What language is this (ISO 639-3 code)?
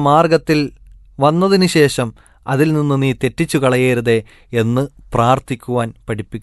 mal